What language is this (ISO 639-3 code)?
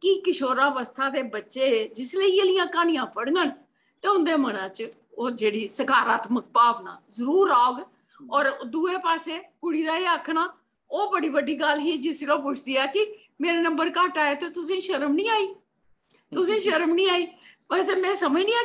doi